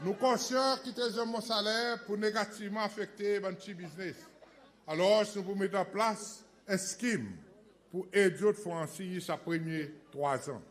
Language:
Seselwa Creole French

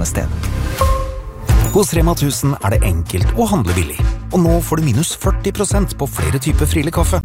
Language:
Norwegian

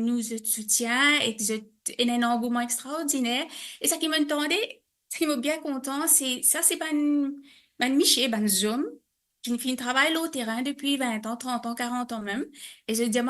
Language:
Morisyen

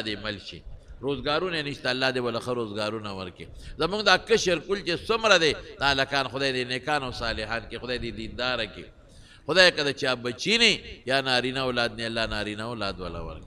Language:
Pashto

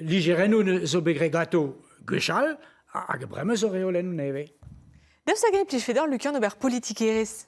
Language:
Breton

